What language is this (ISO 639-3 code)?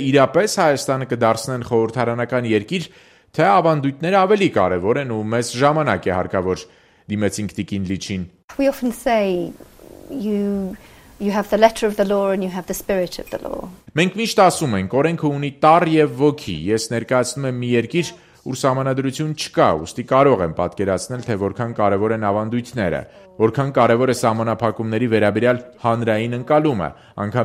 hye